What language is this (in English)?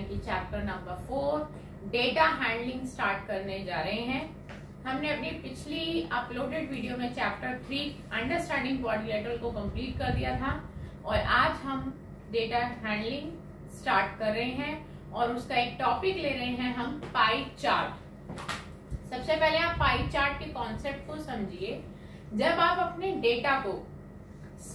Hindi